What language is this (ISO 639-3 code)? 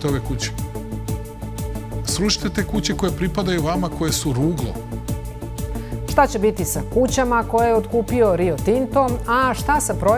srp